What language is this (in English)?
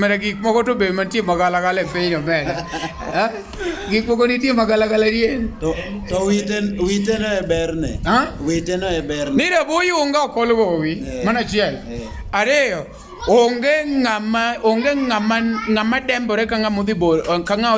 Luo (Kenya and Tanzania)